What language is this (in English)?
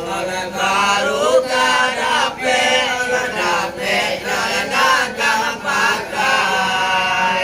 Minangkabau